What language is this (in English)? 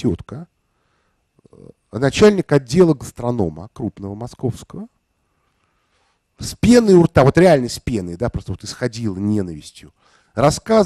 Russian